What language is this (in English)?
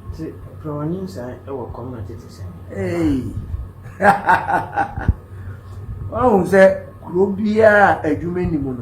Akan